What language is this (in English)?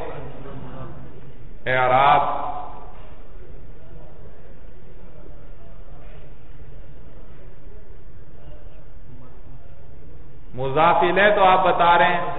Urdu